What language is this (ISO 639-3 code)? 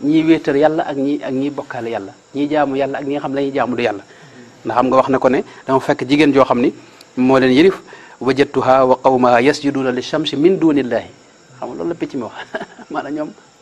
wol